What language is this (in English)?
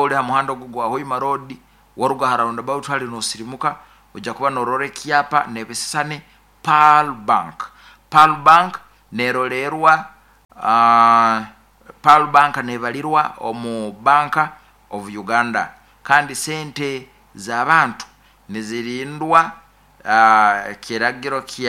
Nyoro